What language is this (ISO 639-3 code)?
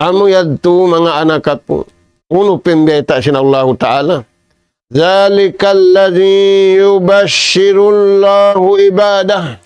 tsg